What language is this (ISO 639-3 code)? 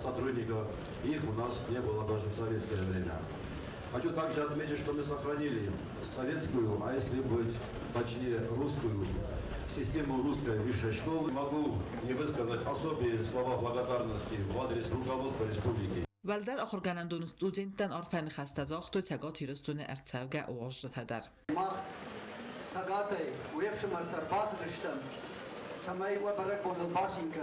oss